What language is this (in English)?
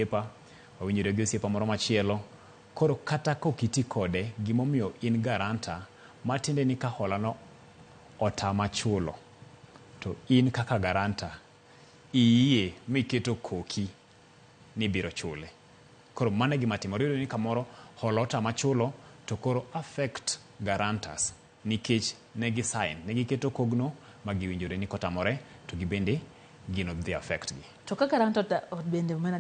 Luo (Kenya and Tanzania)